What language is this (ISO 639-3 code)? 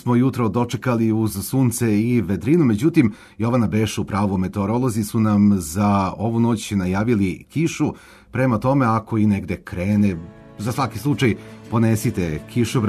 srp